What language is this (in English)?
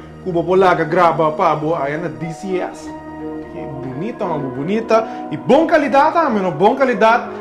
Papiamento